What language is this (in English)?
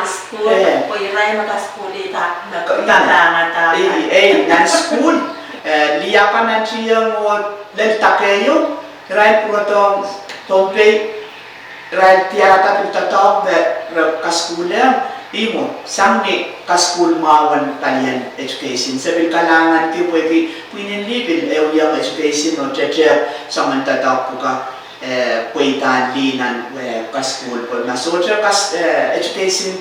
Pohnpeian